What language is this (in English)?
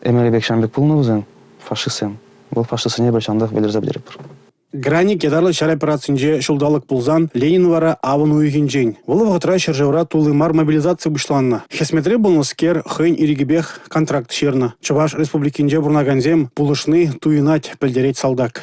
Chuvash